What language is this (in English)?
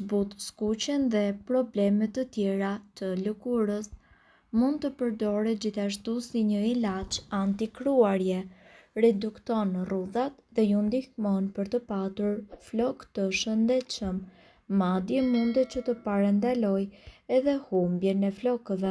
Albanian